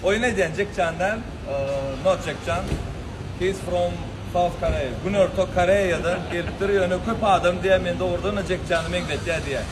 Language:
Turkmen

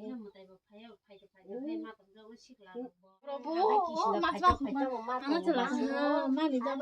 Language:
Kok Borok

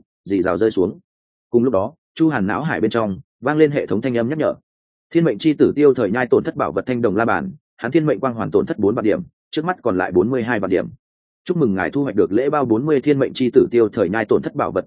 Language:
Vietnamese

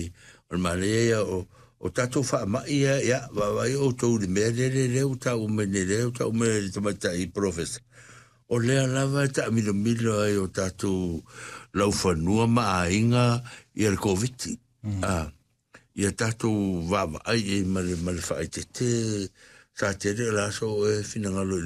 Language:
Samoan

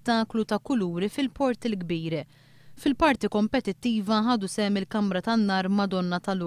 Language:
Maltese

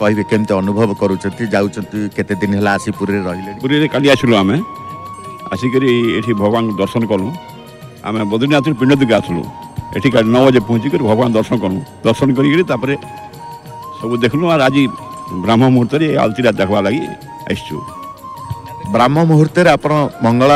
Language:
Odia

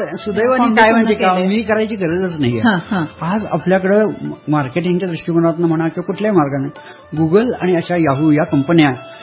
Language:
Marathi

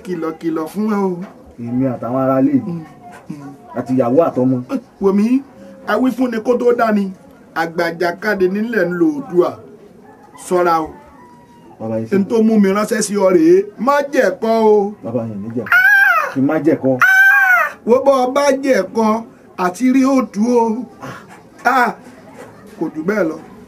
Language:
Yoruba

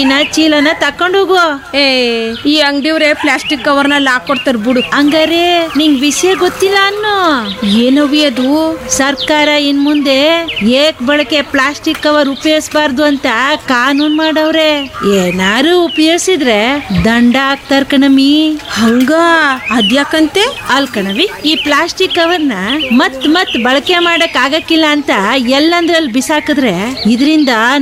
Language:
Kannada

